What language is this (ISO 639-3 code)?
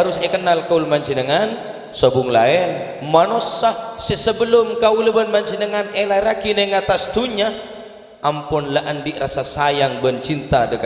mad